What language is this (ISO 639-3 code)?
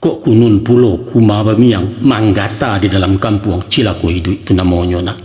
min